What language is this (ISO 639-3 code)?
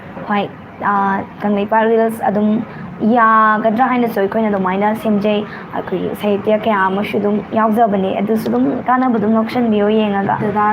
mni